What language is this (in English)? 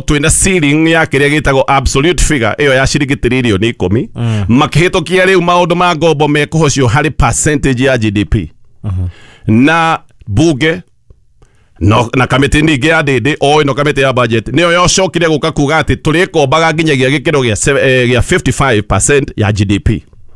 Kikuyu